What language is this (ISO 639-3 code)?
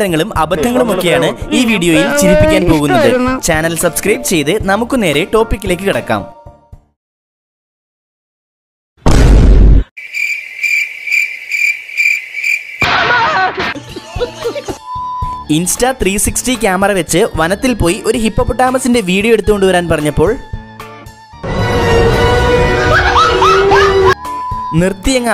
mal